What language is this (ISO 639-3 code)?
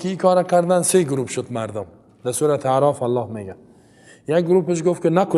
fas